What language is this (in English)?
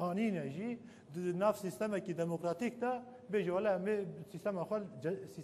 Kurdish